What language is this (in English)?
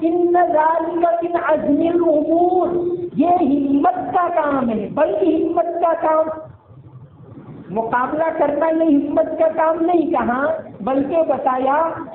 Urdu